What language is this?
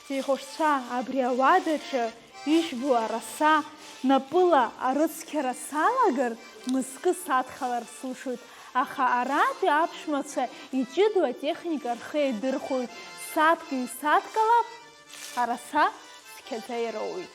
Abkhazian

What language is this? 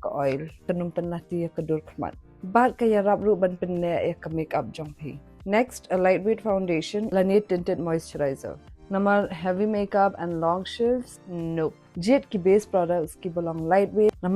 Khasi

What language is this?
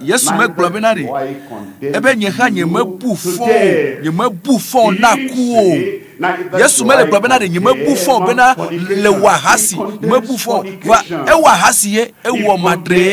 Ewe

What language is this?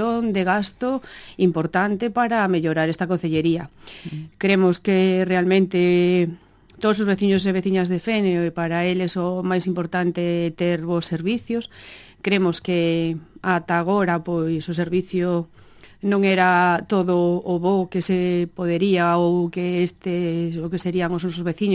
Galician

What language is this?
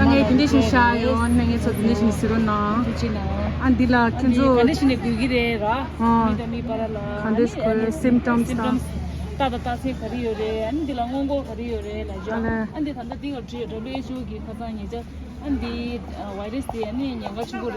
Tibetan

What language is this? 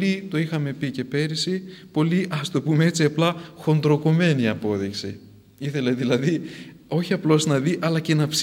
Greek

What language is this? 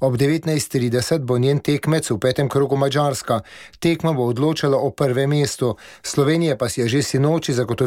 Slovenian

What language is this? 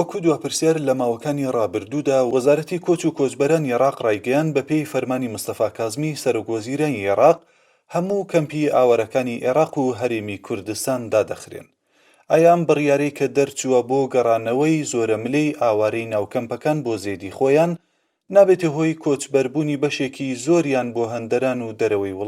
Central Kurdish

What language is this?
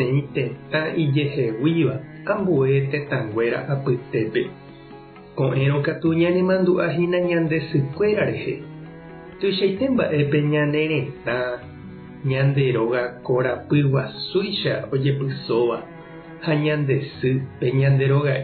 Guarani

